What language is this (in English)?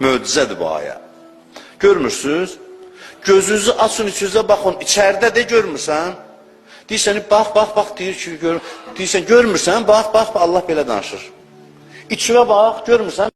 Azerbaijani